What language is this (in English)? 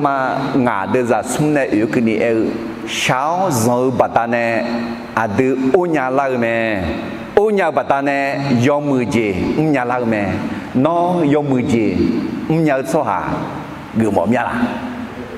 Akha